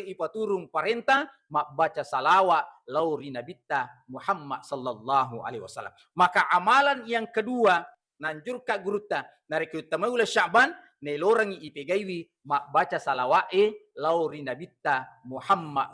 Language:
Buginese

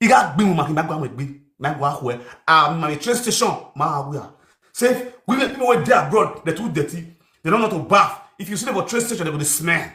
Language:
Nigerian Pidgin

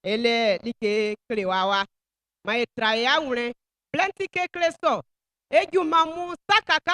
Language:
Baoulé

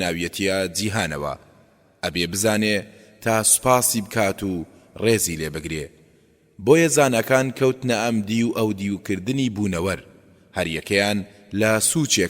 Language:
Central Kurdish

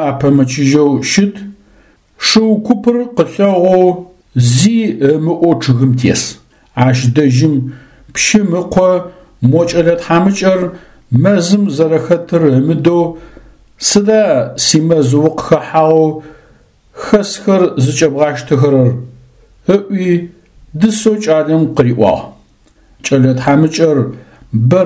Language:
Adyghe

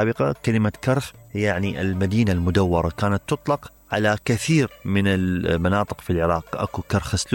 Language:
Mesopotamian Arabic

